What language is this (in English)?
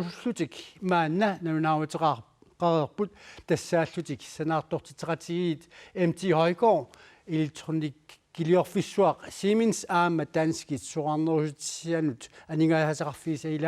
Kalaallisut